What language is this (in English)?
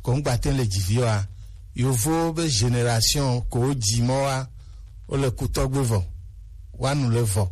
Gen